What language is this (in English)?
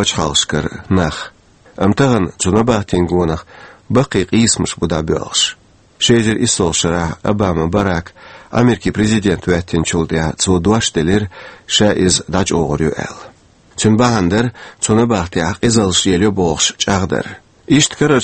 Chechen